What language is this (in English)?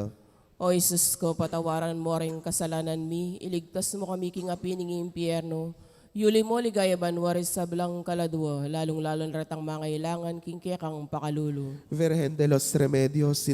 Pampanga